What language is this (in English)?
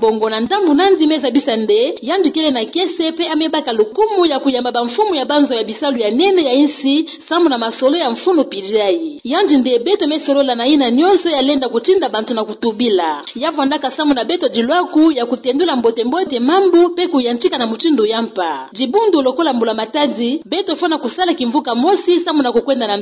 Kituba (Democratic Republic of Congo)